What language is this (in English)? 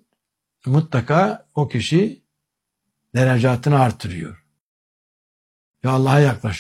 Turkish